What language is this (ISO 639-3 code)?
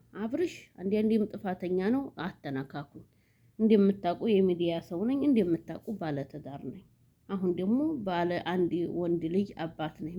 amh